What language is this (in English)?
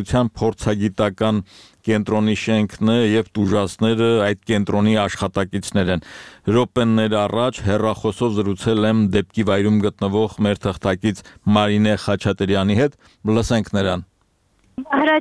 Armenian